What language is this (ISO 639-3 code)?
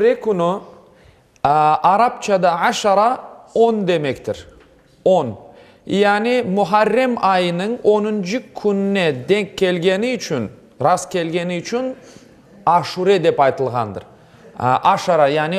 crh